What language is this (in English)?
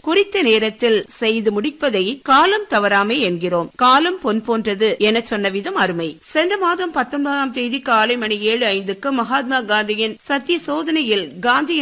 Tamil